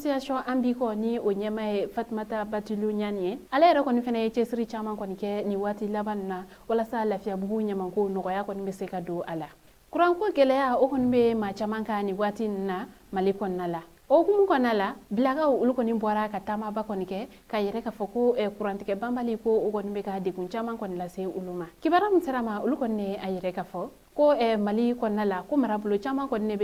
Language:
Bambara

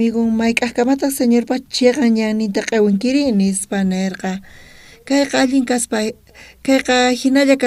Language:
South Bolivian Quechua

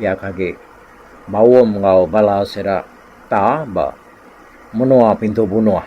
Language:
Iban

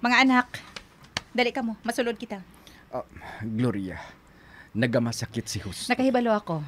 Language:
Hiligaynon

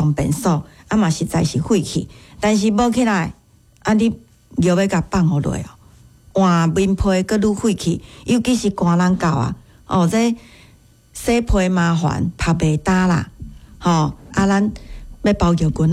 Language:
Min Nan Chinese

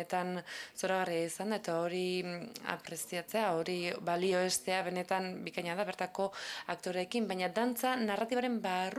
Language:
Basque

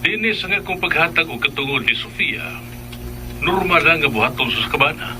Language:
Cebuano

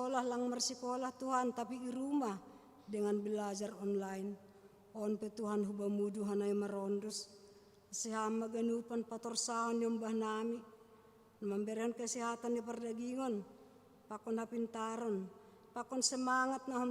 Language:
Batak Simalungun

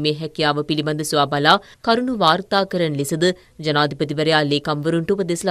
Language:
Sinhala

